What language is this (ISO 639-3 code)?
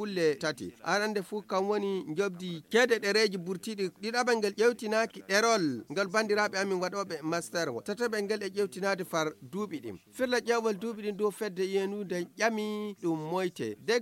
ful